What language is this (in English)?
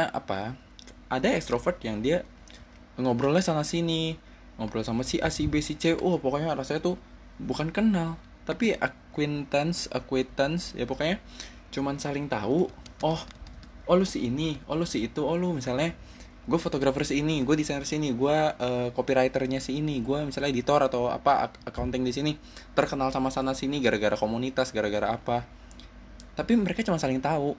Indonesian